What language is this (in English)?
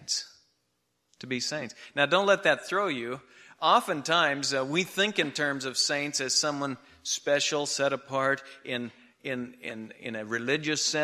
English